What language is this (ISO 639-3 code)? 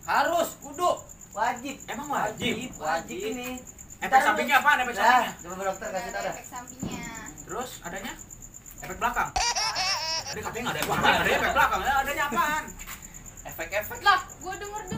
bew